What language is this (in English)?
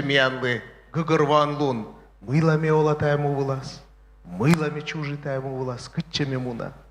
Komi